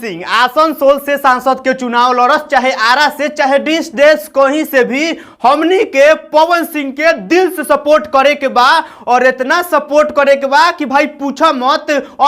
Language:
Bhojpuri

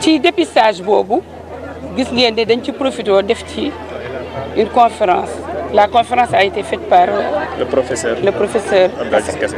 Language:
Wolof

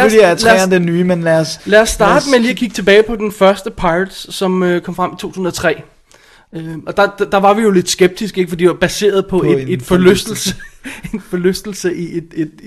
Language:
Danish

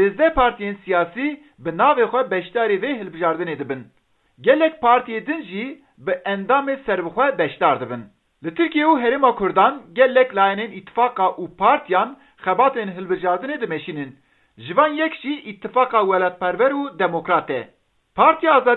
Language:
Kurdish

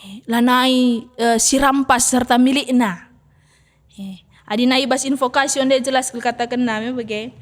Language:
Batak Karo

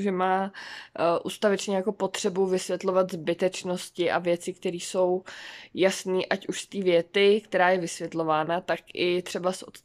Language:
Czech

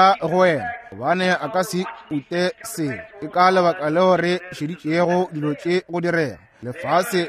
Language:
Northern Sotho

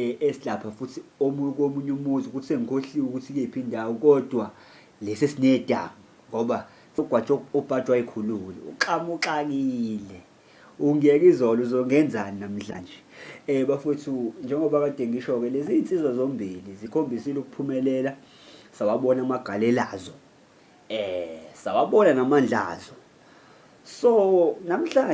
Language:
Zulu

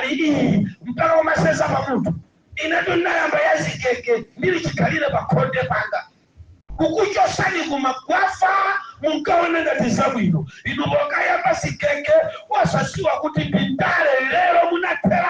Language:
Nyanja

